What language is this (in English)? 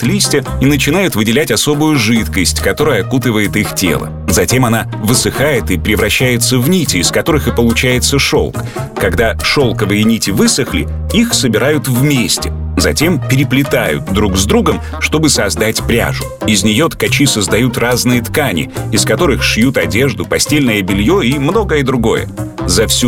Russian